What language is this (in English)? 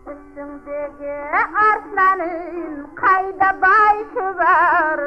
Kara-Kalpak